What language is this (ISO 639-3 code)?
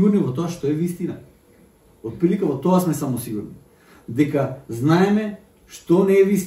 mkd